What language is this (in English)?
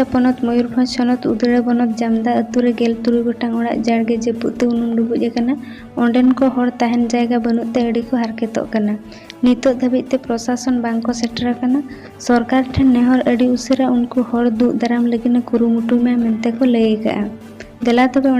Santali